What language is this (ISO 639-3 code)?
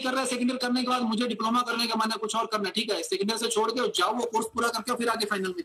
hin